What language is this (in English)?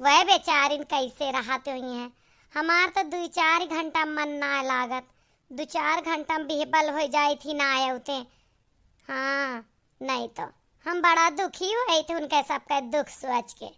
Awadhi